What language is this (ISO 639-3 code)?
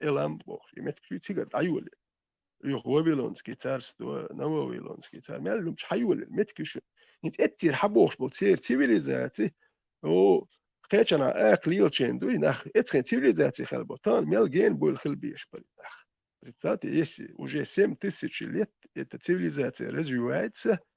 che